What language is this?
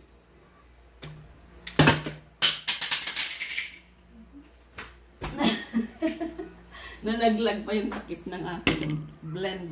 Filipino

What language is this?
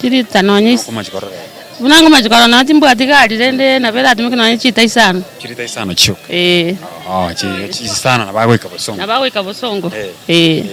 Gusii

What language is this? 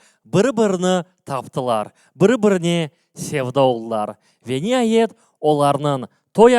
Crimean Tatar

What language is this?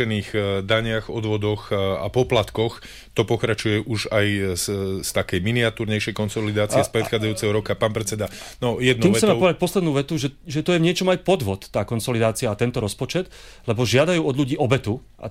Slovak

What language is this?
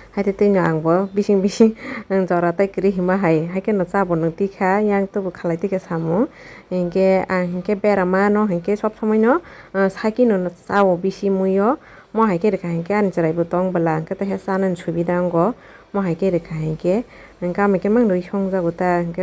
Kok Borok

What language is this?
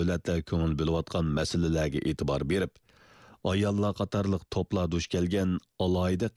Uyghur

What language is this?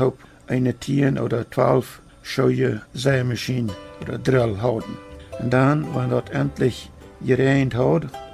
Plautdietsch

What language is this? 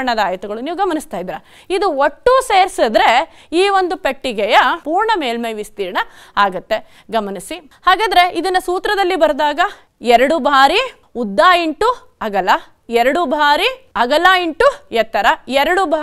Kannada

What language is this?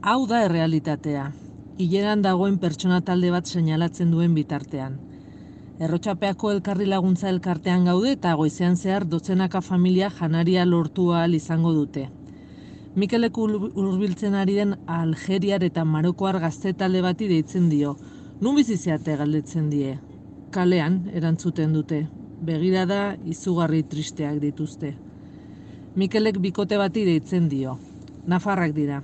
Basque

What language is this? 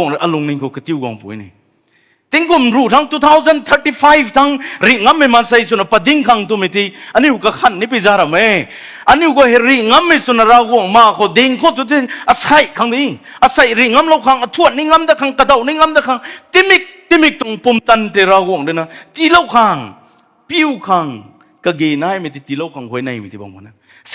Rongmei Naga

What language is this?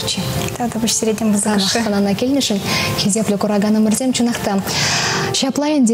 Chuvash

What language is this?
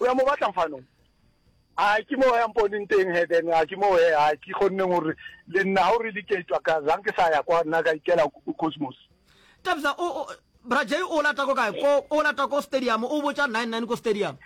Northern Sotho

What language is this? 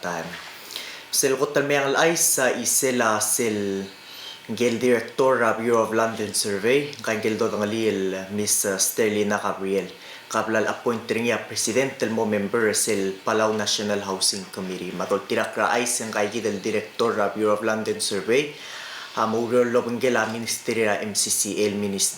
Palauan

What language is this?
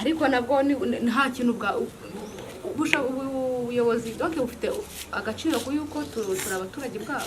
Kinyarwanda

